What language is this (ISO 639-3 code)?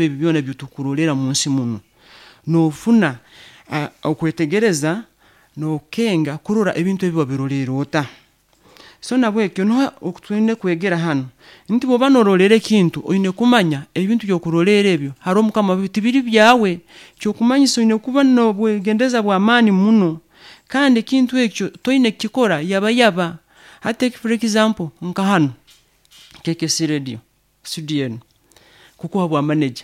nyo